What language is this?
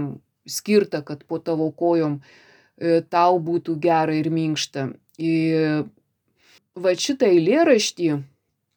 Lithuanian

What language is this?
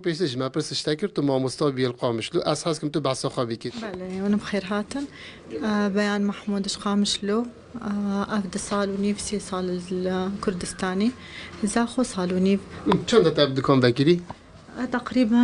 Kurdish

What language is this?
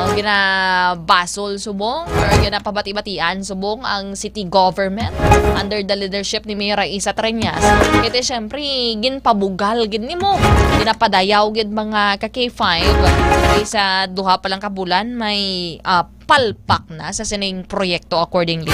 Hiligaynon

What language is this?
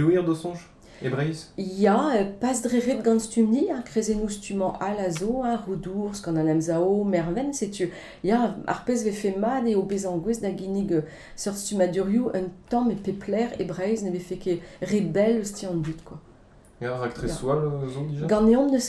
Breton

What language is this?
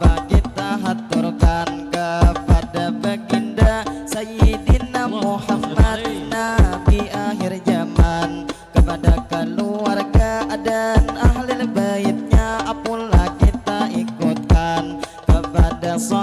Banjar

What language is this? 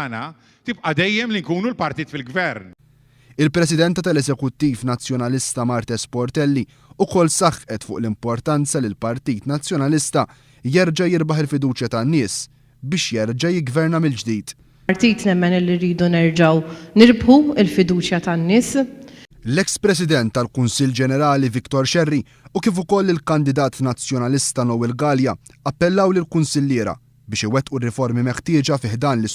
Maltese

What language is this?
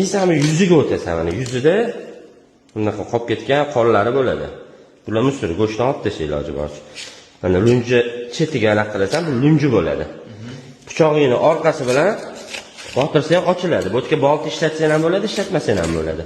Uzbek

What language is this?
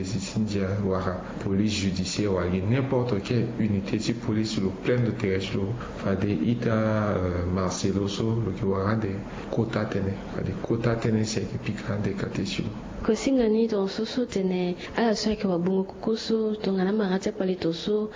Sango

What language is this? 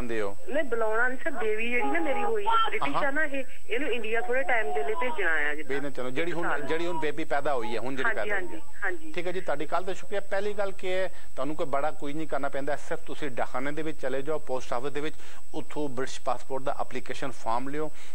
Punjabi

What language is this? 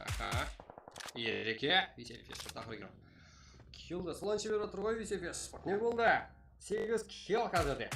Kara-Kalpak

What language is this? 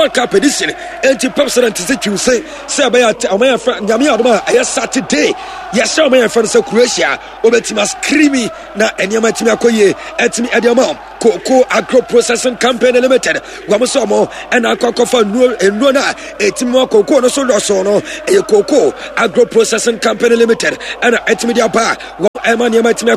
Akan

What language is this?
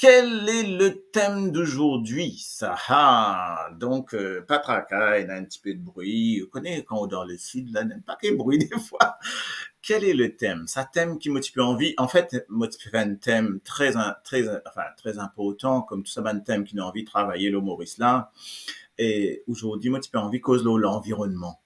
Morisyen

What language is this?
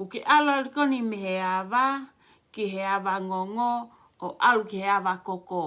Tongan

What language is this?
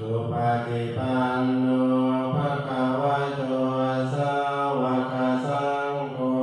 Pali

